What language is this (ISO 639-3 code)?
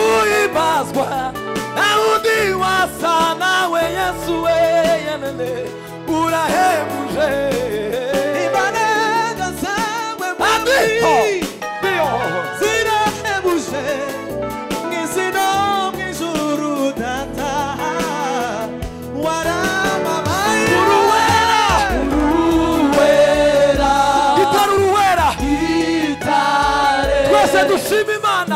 kin